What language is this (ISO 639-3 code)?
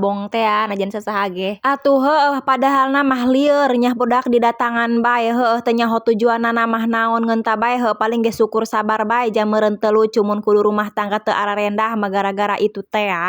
sun